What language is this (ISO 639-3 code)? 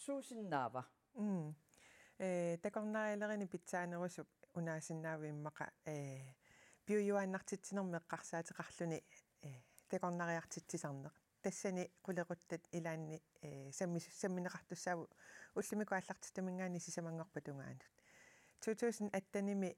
kal